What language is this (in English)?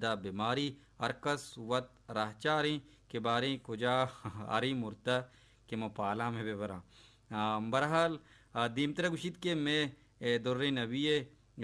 Baluchi